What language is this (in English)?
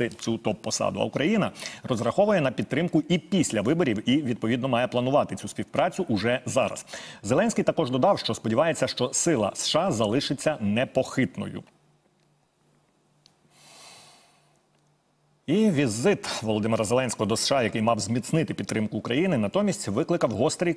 Ukrainian